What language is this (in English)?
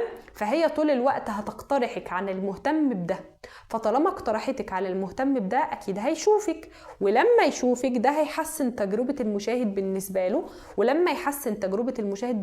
Egyptian Arabic